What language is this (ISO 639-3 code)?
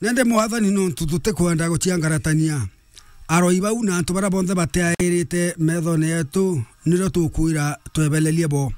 mer